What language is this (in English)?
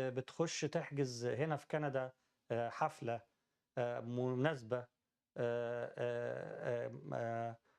Egyptian Arabic